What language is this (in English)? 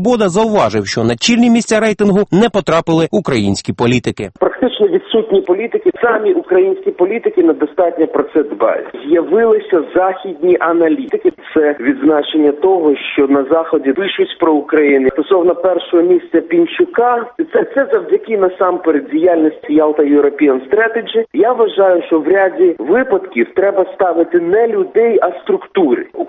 Ukrainian